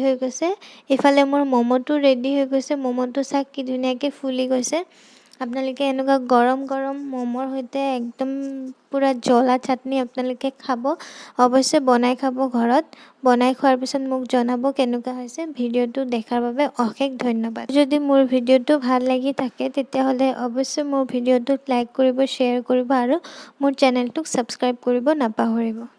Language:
Assamese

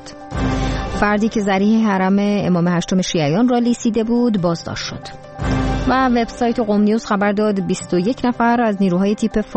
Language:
Persian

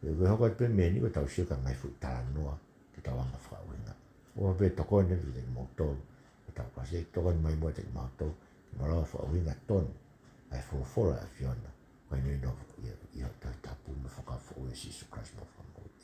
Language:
Tongan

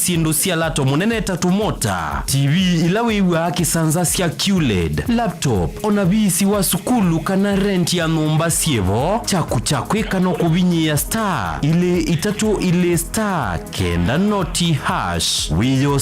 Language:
Kamba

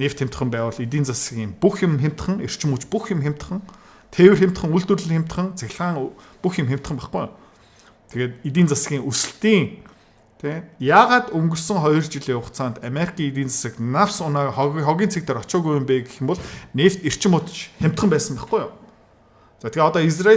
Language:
Mongolian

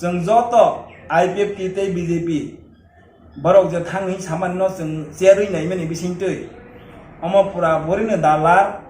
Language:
Kok Borok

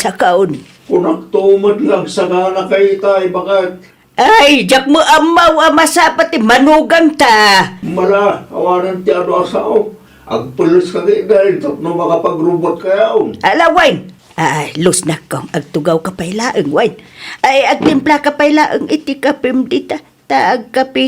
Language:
Iloko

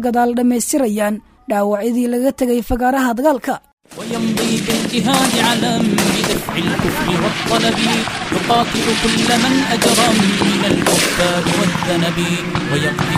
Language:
Somali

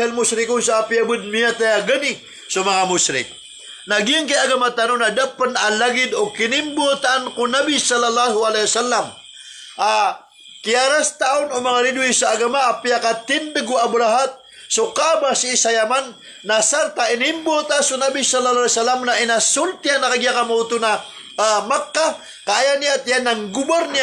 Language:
Maranao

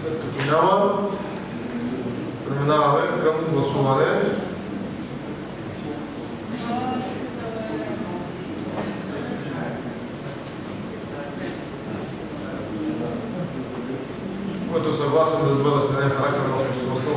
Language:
Bulgarian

